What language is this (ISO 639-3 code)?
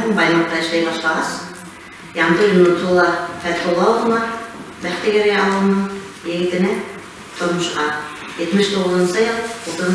bak